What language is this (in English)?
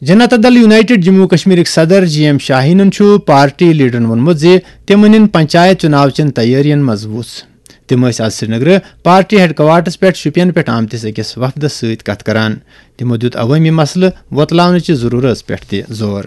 Kashmiri